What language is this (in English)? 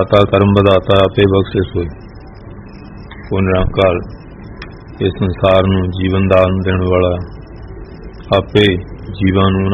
Punjabi